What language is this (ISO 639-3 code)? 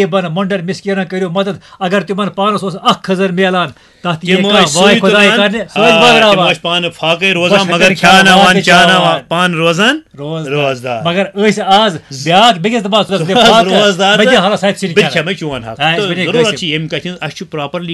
kas